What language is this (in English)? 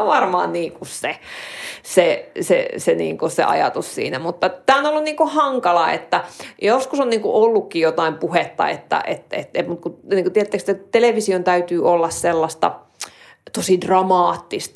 Finnish